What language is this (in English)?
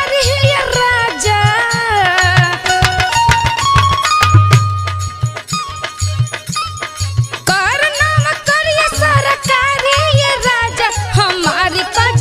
Bhojpuri